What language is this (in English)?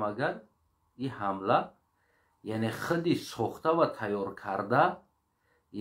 Tajik